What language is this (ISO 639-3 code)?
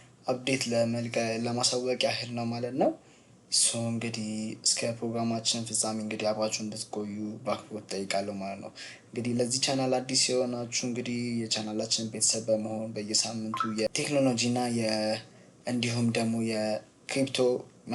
amh